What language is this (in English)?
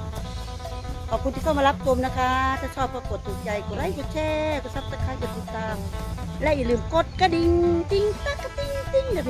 Thai